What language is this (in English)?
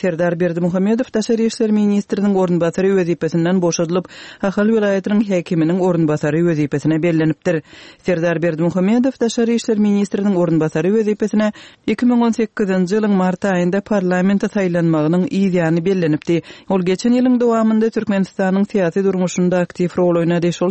Turkmen